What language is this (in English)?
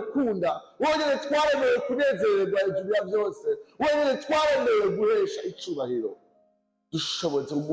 Rundi